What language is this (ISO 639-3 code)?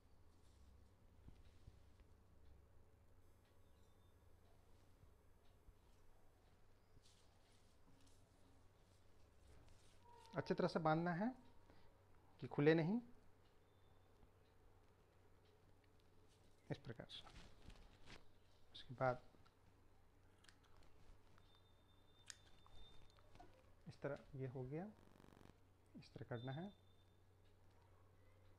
hin